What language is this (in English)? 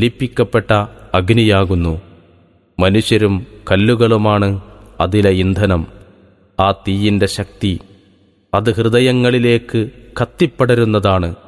Malayalam